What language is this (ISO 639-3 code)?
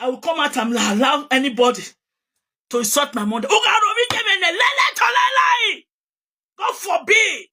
pcm